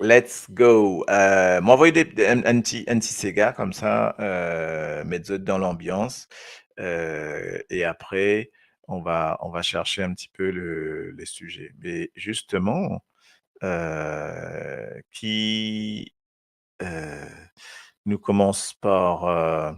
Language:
Morisyen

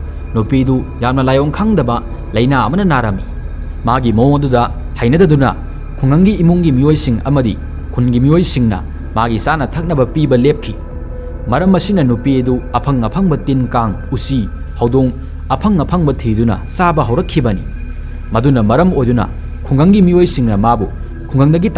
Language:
Manipuri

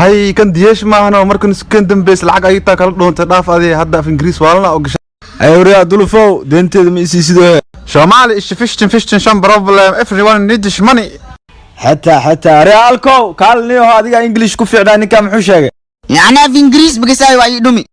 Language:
Somali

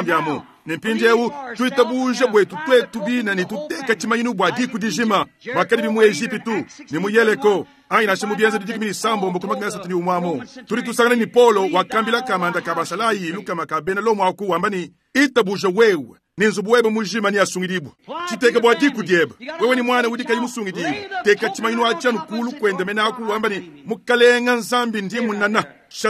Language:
Luba-Lulua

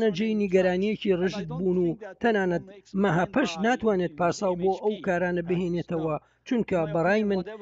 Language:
Central Kurdish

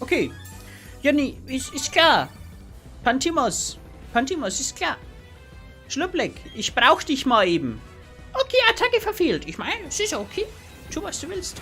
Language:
Bavarian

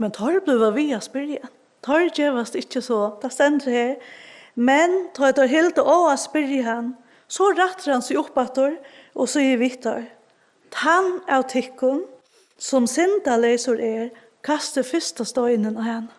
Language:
Faroese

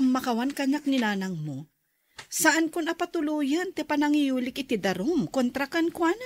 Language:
Iloko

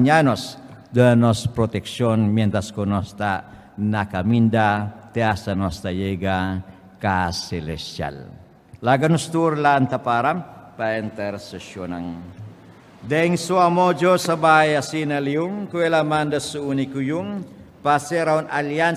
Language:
Papiamento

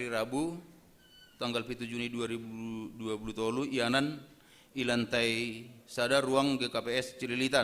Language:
Batak Simalungun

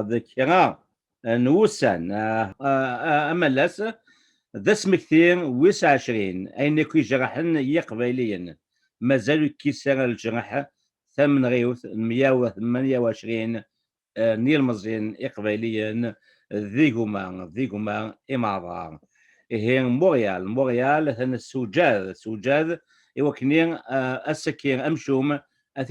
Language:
Kabyle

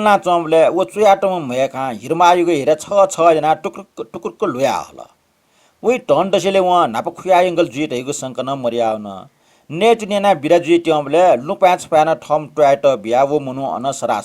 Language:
Newari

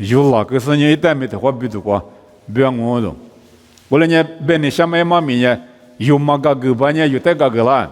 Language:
Lisu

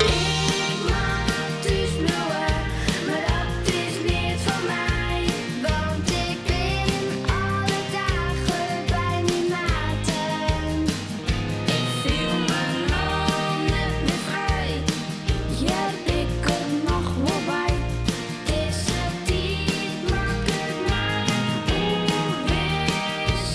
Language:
Western Frisian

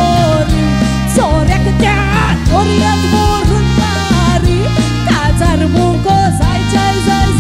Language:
Konkani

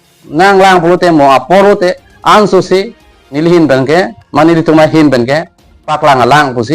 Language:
Karbi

